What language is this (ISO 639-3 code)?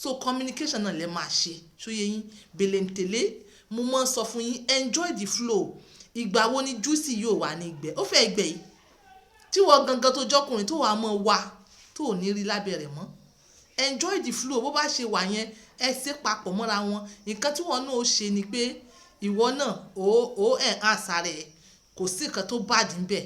yor